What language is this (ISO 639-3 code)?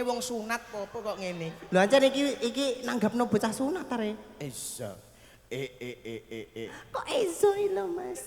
jav